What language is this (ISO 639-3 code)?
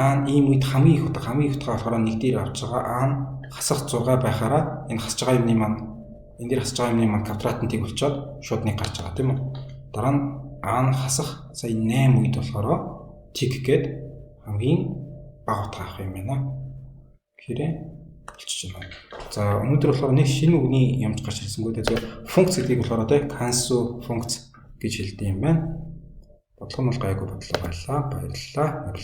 mon